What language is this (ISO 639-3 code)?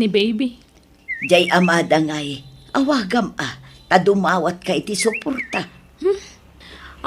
ilo